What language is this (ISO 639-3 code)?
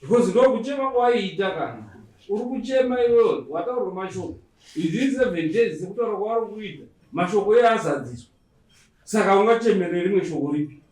sna